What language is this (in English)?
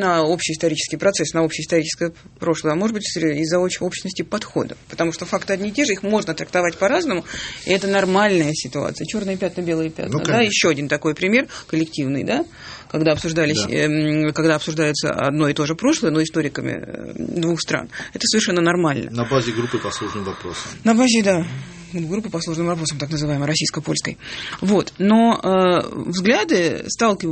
Russian